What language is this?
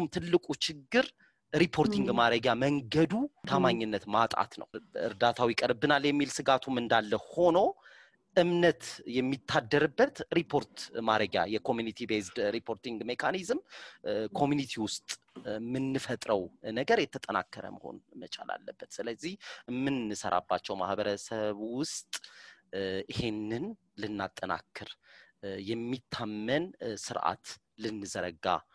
Amharic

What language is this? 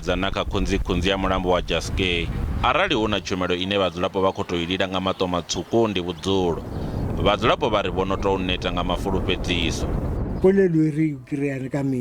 Venda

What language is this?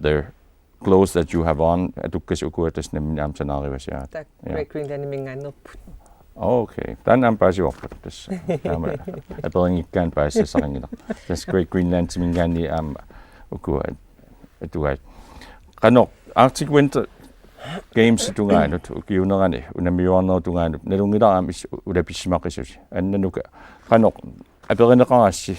Kalaallisut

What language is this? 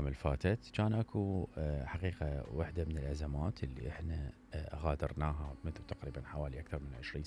Mesopotamian Arabic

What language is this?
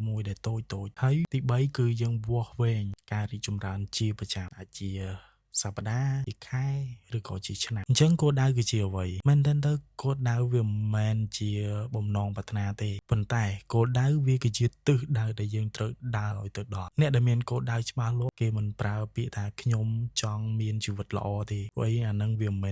Khmer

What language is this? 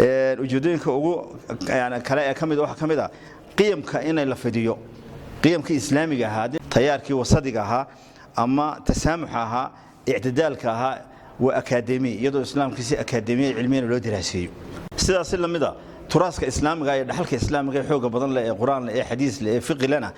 Somali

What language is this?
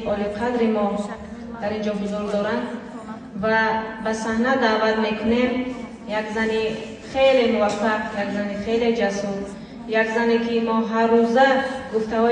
Tajik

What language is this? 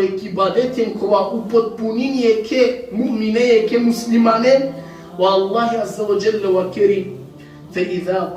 Balkan Romani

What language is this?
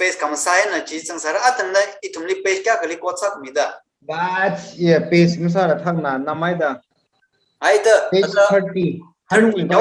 Tangkhul Naga (India)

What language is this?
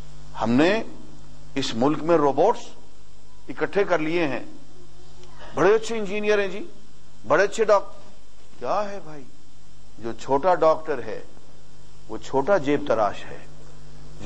Urdu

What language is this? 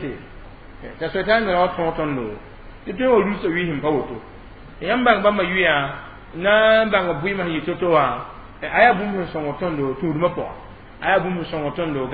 Mossi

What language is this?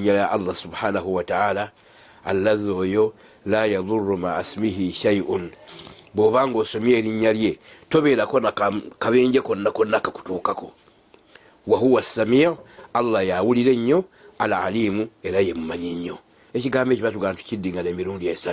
Ganda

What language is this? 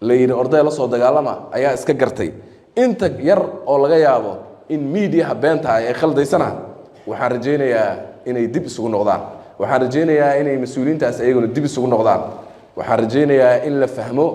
Somali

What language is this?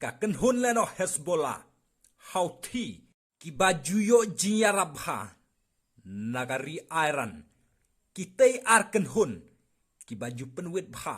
Khasi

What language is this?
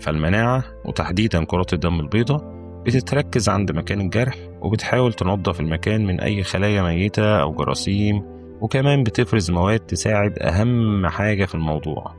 Egyptian Arabic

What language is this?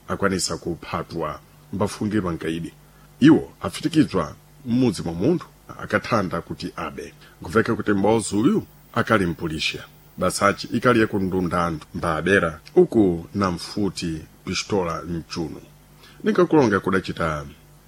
Sena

